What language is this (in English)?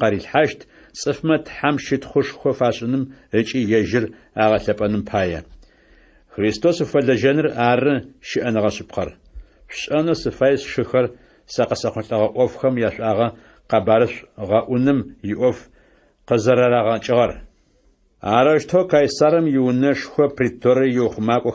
Adyghe